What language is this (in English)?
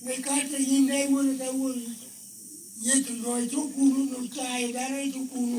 Lango (Uganda)